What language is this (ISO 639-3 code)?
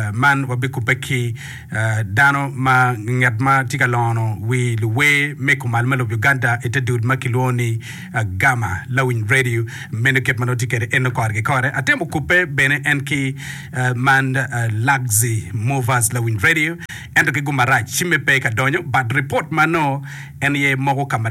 ach